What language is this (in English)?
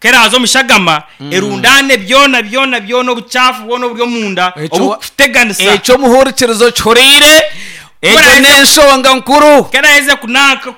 Nyankole